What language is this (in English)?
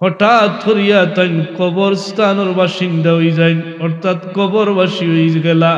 Sylheti